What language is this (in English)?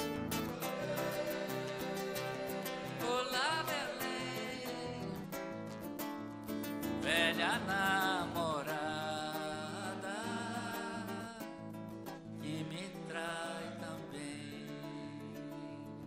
Portuguese